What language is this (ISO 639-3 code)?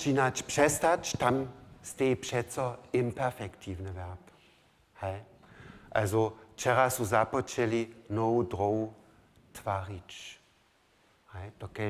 hsb